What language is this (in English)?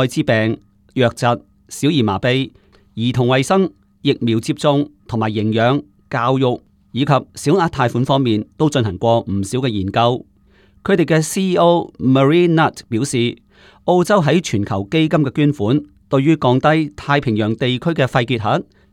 Cantonese